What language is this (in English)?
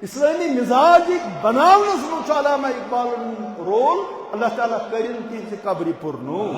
Kashmiri